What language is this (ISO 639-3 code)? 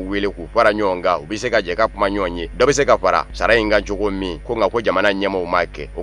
bam